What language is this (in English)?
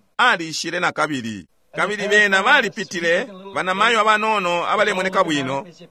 Bemba